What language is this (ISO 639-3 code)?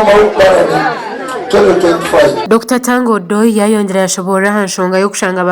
nyn